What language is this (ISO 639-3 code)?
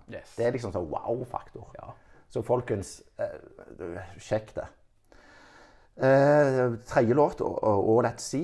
nor